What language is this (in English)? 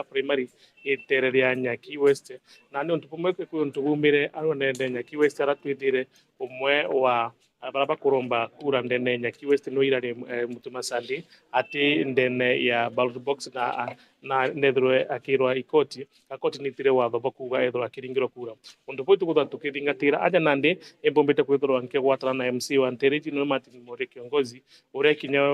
Meru